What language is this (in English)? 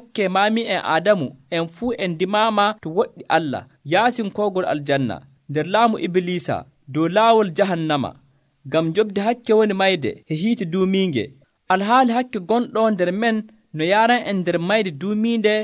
Nigerian Fulfulde